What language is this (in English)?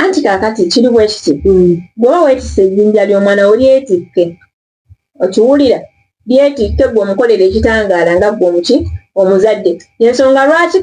Ganda